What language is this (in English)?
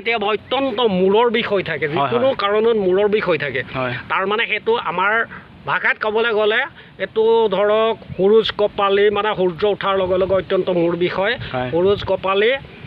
Assamese